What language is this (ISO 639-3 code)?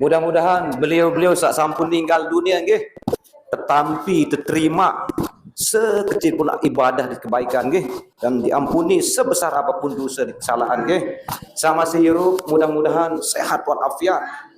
sas